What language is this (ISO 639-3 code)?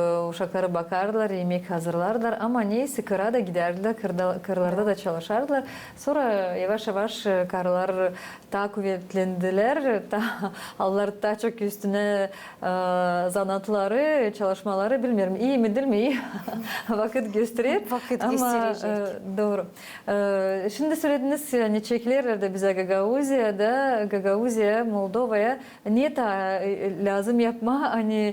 gag